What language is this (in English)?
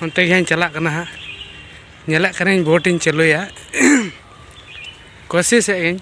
Santali